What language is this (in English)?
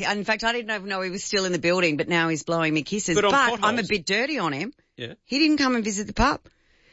English